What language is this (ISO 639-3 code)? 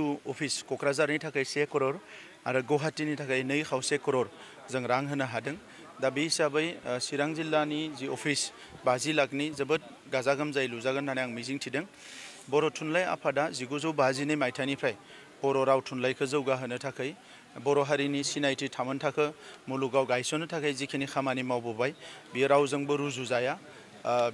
brx